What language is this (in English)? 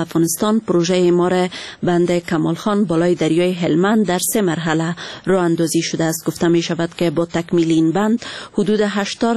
Persian